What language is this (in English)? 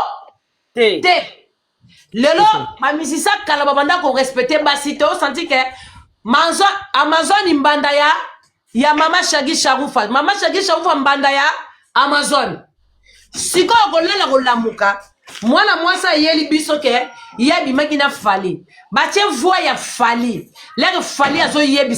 Lingala